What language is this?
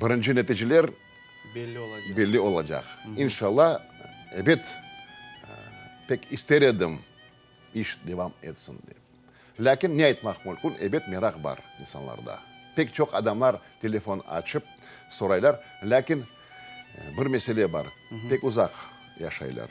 Crimean Tatar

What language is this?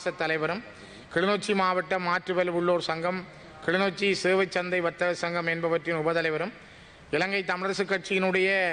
Tamil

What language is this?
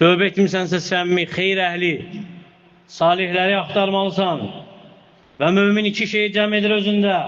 Azerbaijani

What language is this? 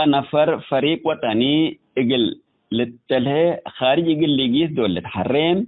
Tigre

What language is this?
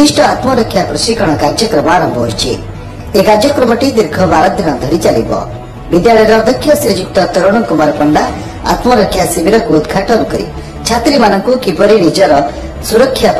Odia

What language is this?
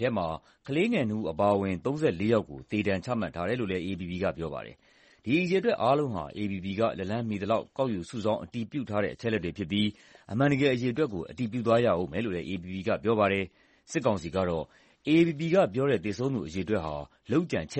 Burmese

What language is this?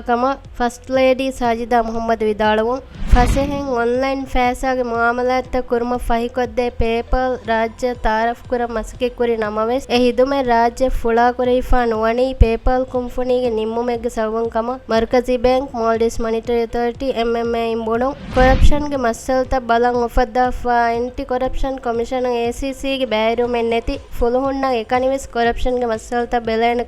Divehi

